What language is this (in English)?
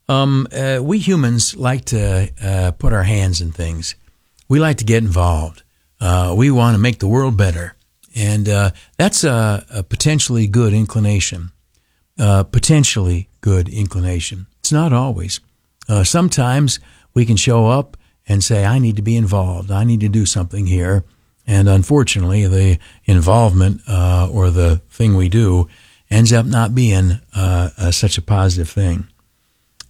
English